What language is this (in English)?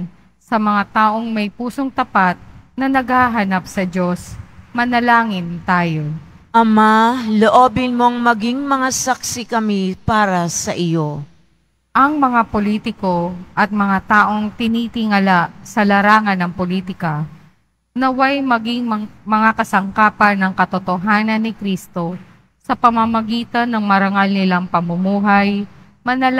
Filipino